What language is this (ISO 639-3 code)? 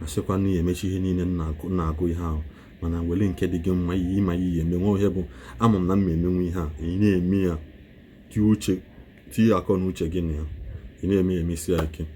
ibo